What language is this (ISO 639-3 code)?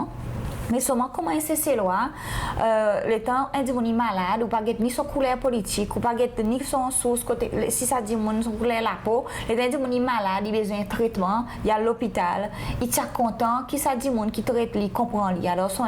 crs